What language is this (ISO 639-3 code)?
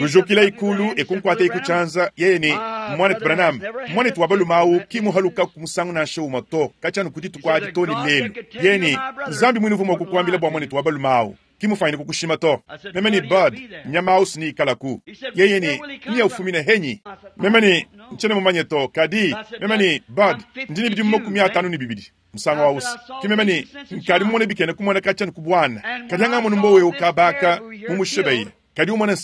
lua